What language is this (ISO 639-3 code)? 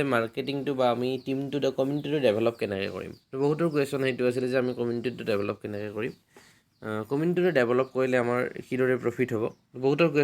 asm